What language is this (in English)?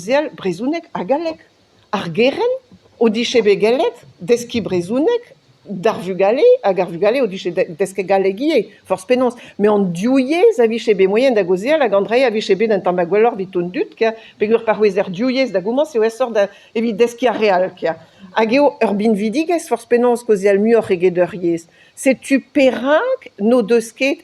Breton